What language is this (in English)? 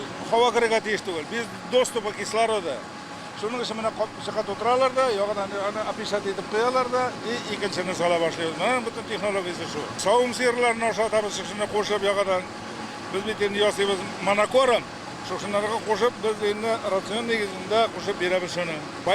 Tatar